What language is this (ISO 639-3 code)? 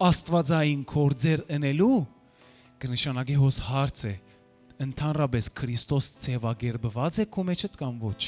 hyw